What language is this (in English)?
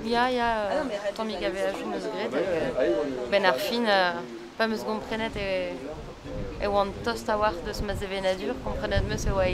Breton